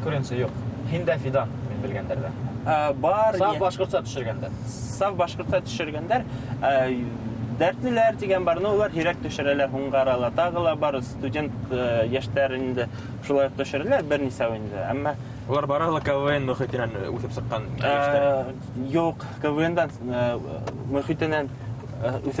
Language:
Bashkir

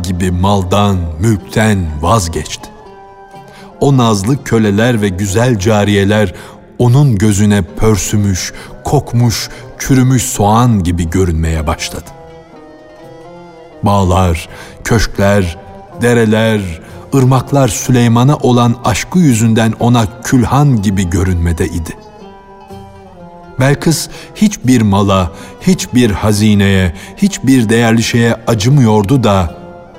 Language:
Turkish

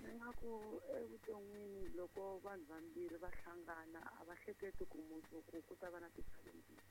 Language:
Tsonga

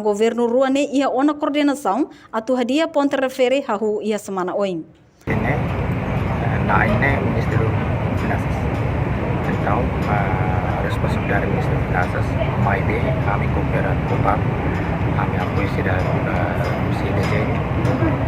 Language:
Tetum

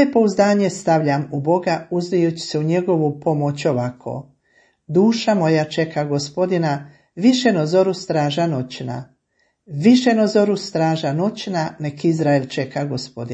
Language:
Croatian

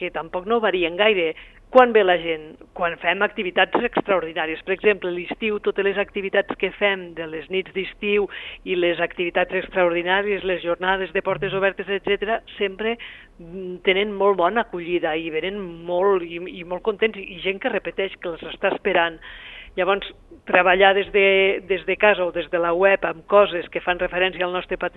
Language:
Catalan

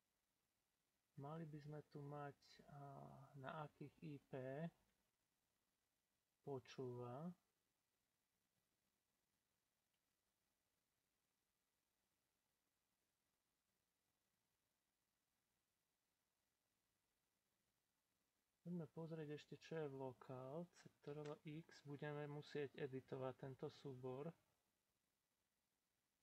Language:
Slovak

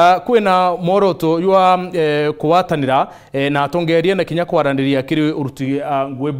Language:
Meru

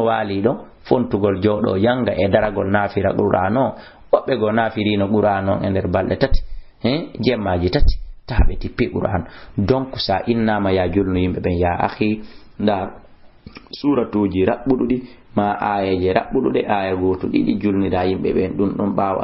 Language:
Fula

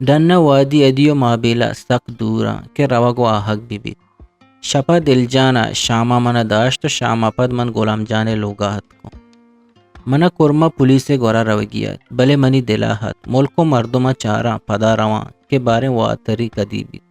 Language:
Eastern Balochi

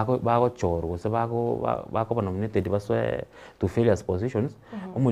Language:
Gusii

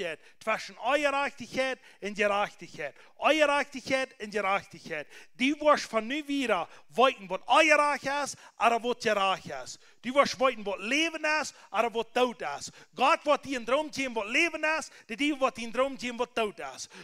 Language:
Plautdietsch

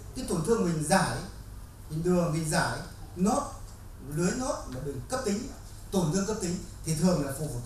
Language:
Vietnamese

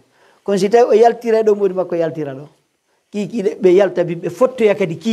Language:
Pular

